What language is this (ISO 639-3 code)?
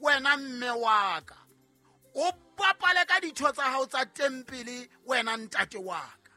sot